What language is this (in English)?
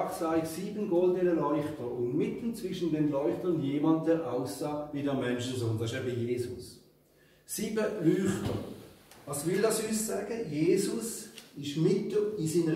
Swiss German